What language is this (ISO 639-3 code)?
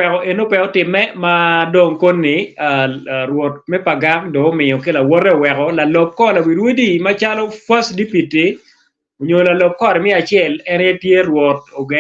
ach